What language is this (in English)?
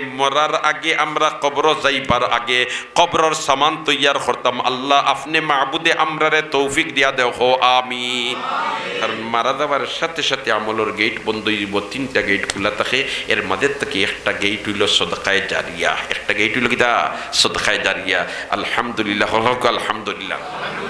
Sylheti